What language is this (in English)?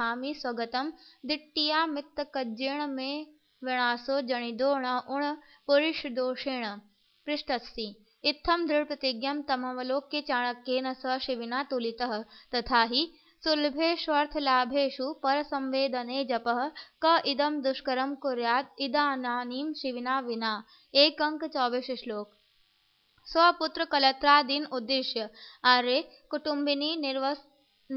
Sanskrit